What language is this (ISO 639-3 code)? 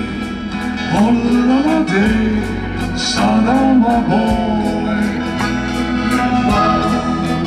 est